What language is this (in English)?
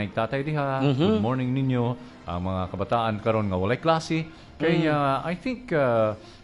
Cebuano